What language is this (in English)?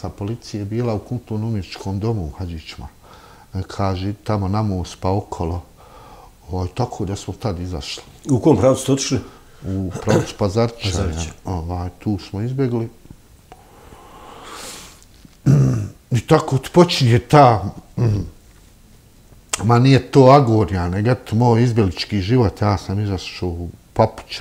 Bosnian